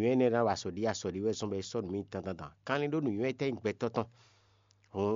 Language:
Fon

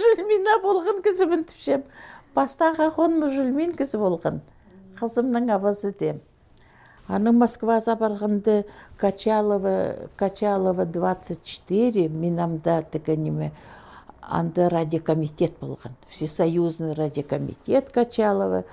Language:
Khakas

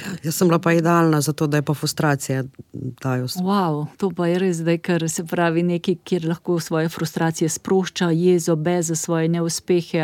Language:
Slovenian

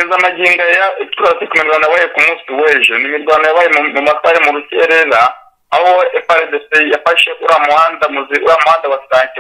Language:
Kinyarwanda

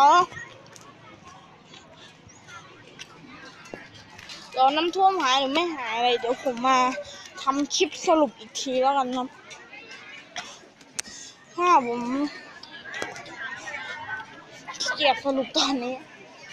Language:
Thai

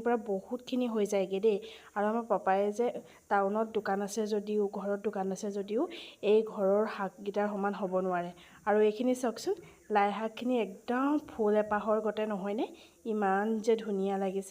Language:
Assamese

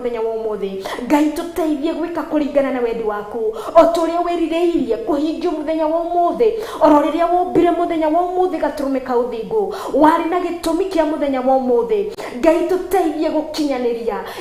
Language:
Kikuyu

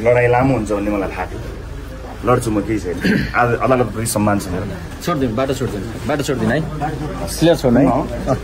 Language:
Nepali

